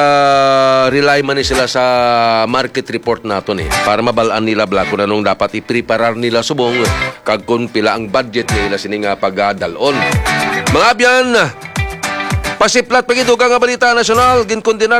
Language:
Hiligaynon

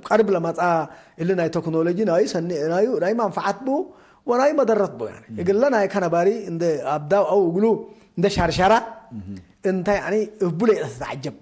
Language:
Tigre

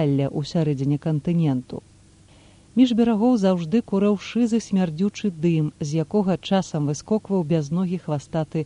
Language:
Belarusian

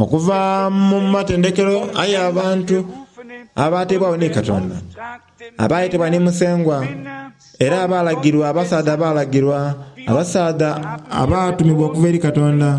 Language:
Soga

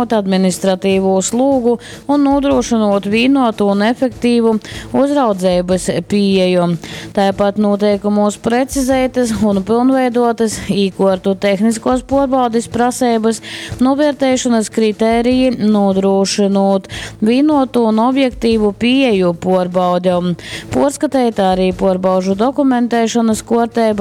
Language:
Latgalian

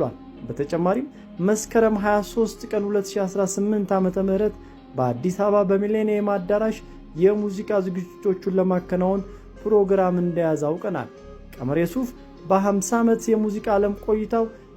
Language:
Amharic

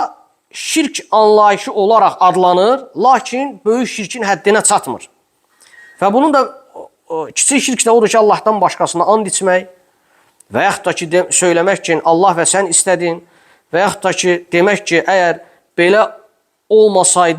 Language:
Azerbaijani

